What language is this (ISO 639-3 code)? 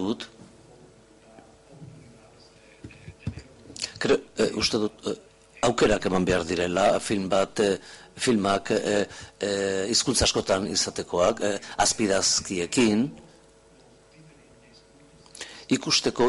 eus